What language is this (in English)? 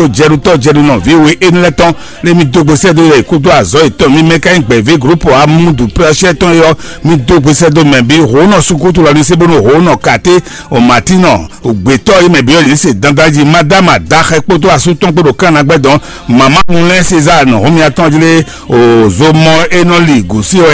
Fon